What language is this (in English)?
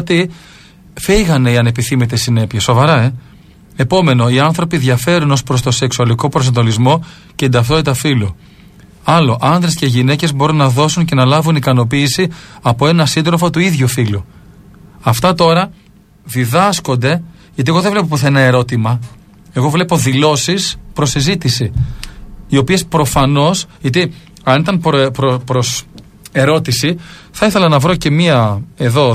Greek